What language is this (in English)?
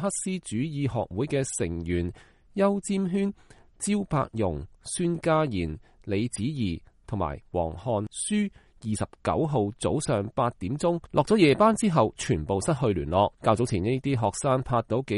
Cantonese